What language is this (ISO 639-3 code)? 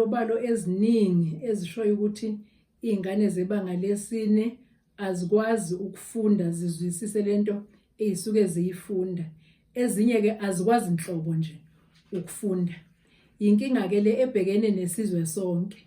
zul